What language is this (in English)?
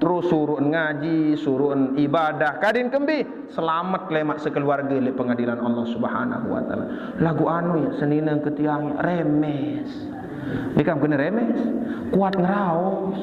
Sasak